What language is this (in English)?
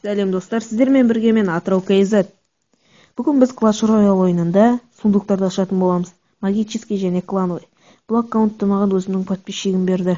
Kazakh